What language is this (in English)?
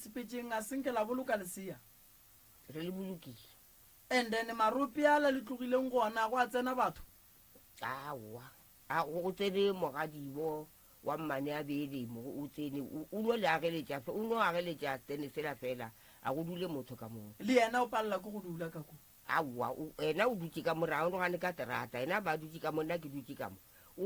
Northern Sotho